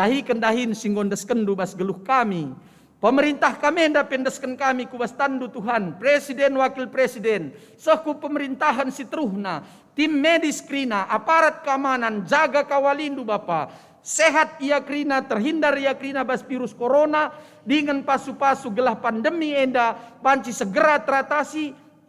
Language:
Batak Karo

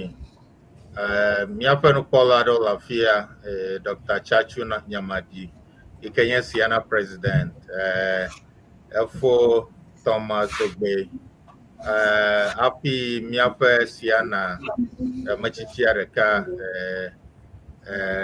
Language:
Ewe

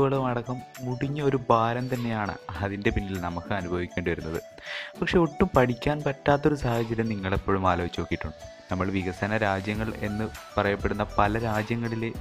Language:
Malayalam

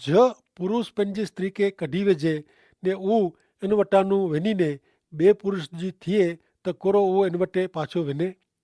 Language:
Kachhi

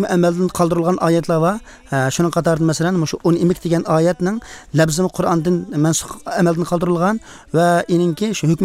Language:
Uyghur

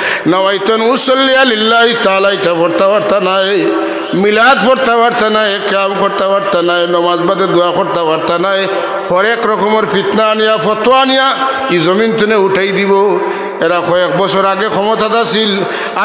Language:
Sylheti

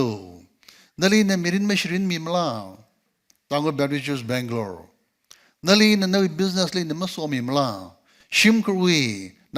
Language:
Tangkhul Naga (India)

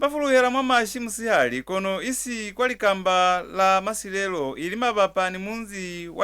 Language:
Lozi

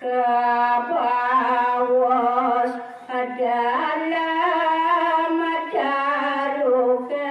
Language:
Balinese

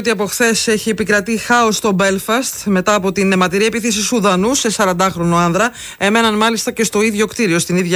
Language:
Greek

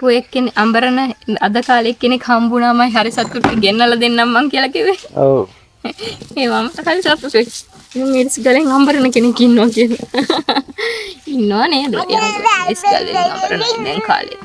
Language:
Sinhala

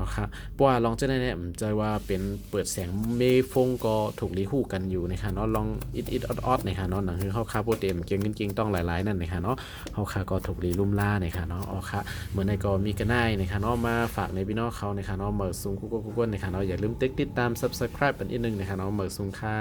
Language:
Shan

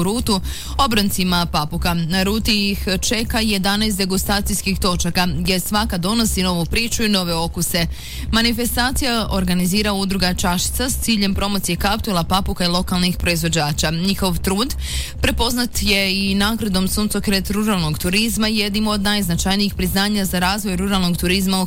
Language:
Croatian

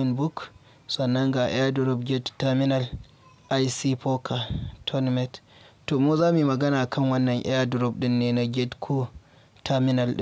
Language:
Hausa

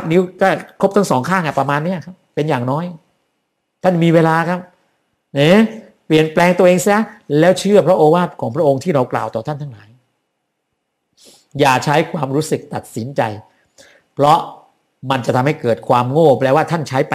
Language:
Thai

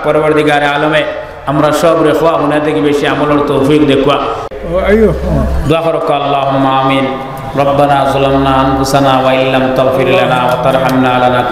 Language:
Sylheti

